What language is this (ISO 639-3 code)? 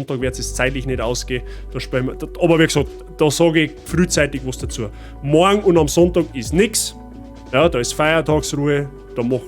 bar